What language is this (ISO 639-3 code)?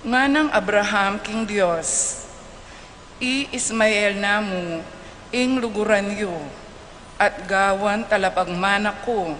pam